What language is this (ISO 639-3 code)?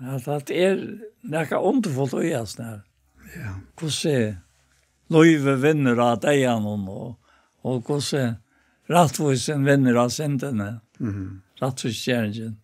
fao